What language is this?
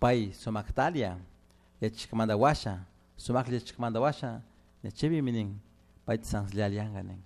Chimborazo Highland Quichua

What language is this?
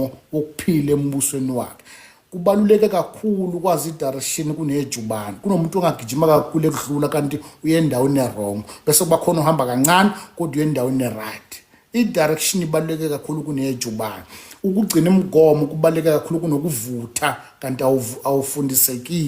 Zulu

